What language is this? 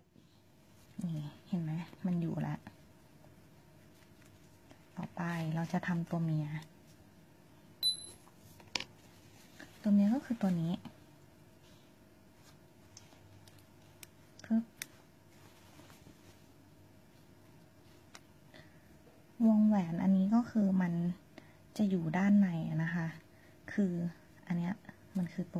Thai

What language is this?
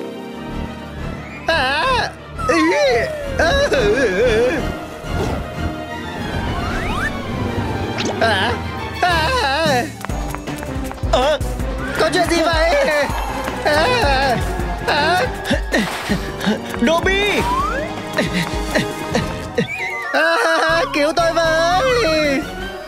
Vietnamese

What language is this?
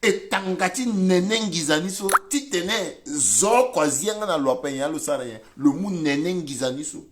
Sango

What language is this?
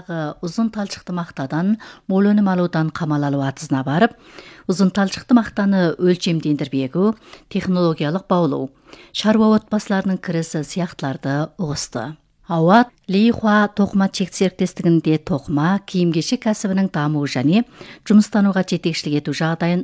Kazakh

